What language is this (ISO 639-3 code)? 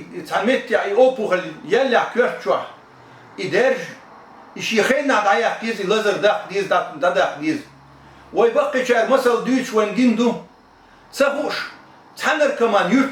che